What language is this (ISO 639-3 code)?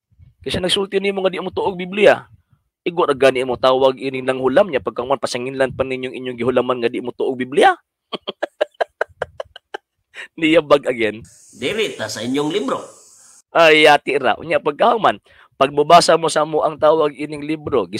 ceb